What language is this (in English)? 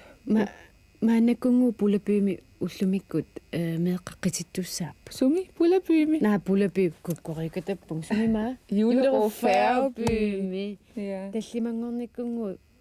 Kalaallisut